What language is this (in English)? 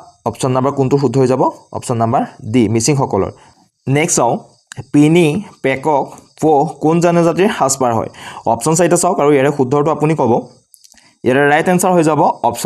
Assamese